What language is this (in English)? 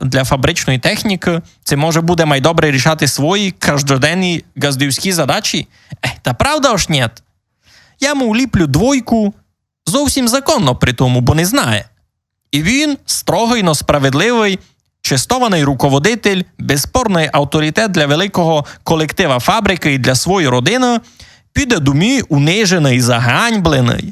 Rusyn